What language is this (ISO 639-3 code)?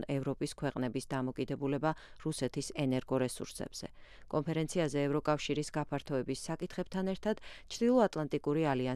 kat